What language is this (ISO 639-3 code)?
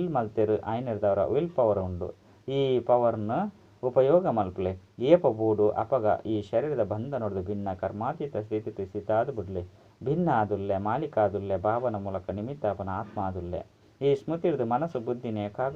tcy